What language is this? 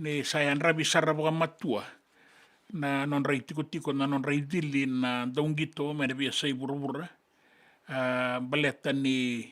Fijian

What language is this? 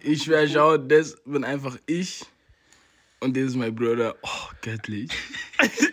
Bavarian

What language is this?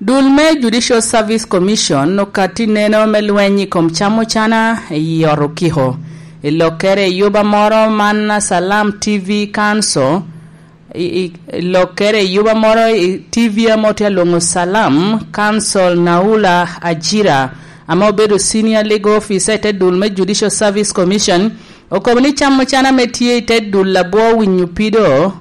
Lango (Uganda)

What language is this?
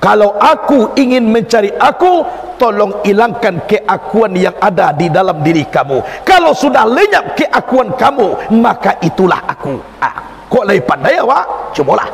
Minangkabau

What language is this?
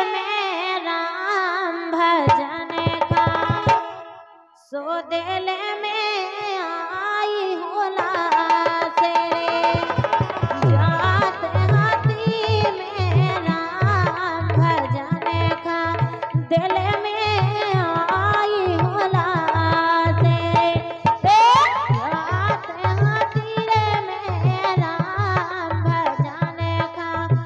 Bundeli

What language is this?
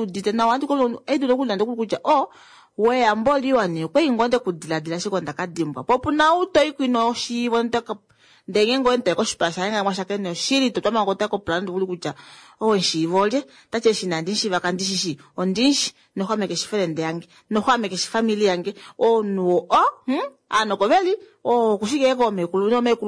Kuanyama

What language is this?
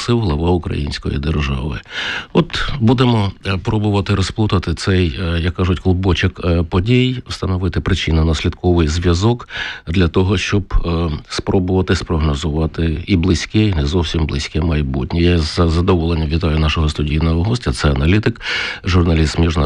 Ukrainian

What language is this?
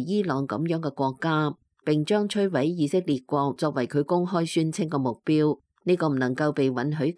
Cantonese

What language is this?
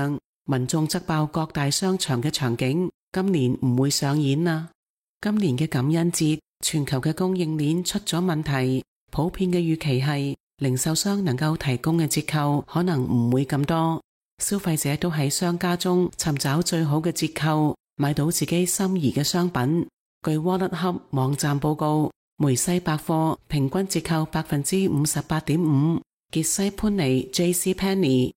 Cantonese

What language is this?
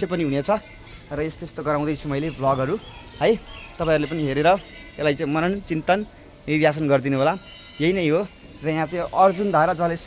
Nepali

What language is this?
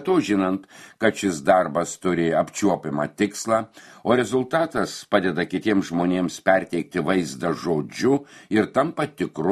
Lithuanian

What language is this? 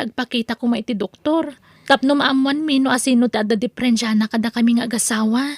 Iloko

